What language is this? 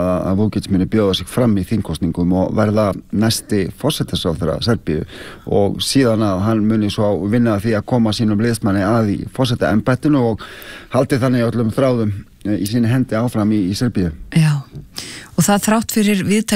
Icelandic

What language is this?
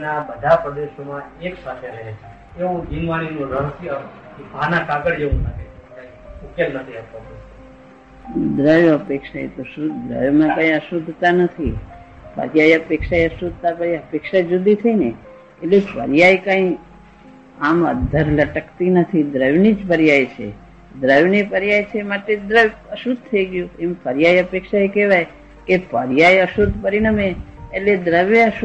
Gujarati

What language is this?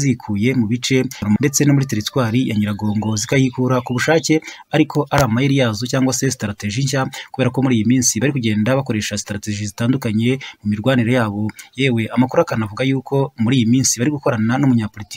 Kinyarwanda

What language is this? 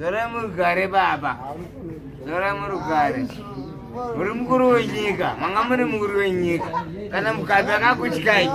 Shona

